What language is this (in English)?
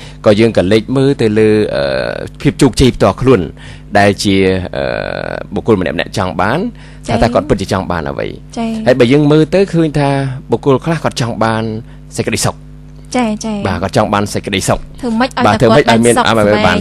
Khmer